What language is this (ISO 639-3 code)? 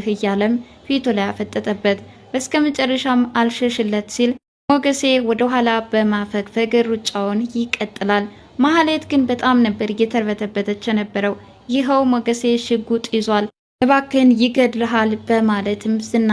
amh